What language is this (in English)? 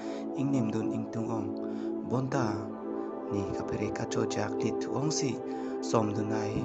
Karbi